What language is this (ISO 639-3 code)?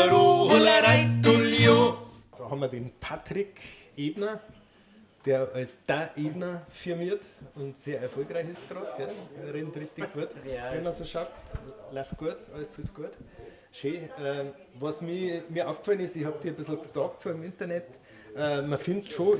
bar